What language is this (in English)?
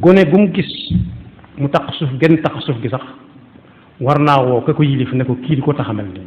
Wolof